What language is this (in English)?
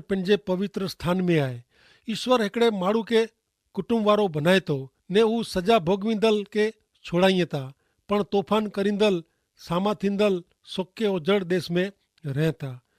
Kachhi